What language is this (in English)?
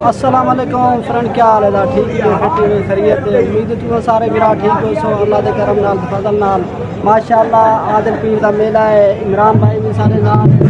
Saraiki